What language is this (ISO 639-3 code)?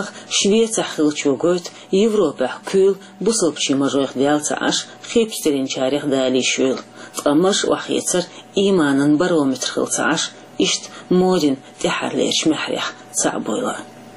che